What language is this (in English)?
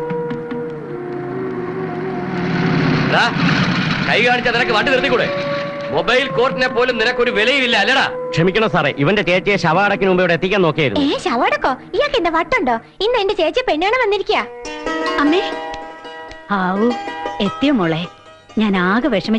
Malayalam